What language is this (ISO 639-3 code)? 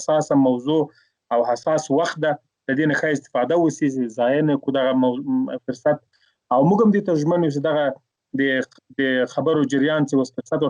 pus